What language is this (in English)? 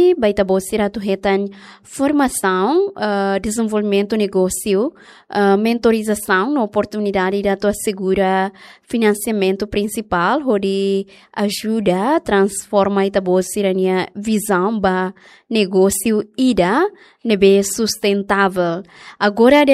Tetum